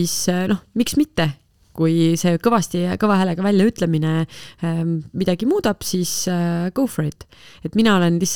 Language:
Estonian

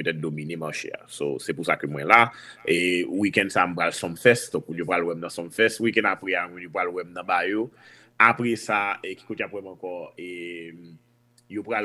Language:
Haitian Creole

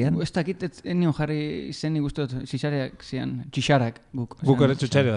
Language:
Basque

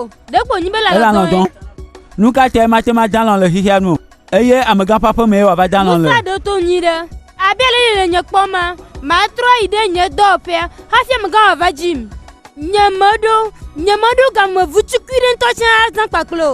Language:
Gen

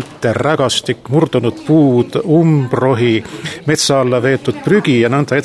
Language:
Estonian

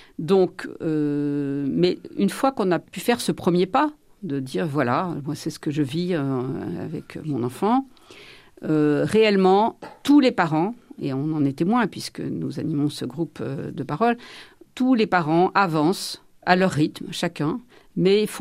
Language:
French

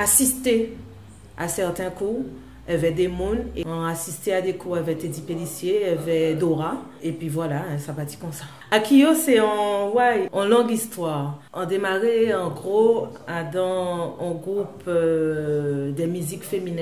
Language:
Guadeloupean Creole French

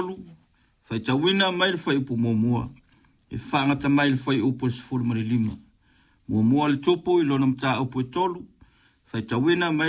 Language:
Samoan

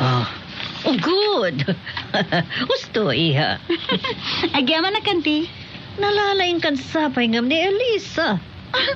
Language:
Iloko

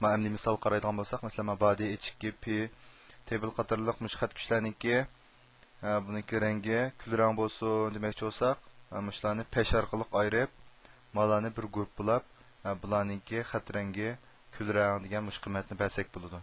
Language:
Uyghur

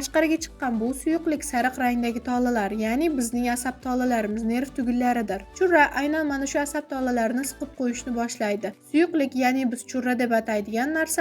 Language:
Uzbek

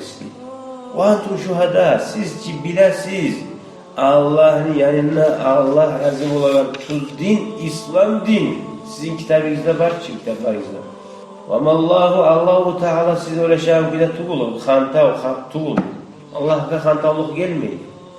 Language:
Kumyk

